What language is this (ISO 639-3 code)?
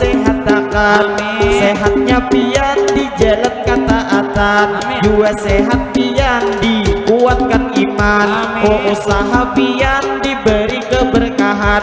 bjn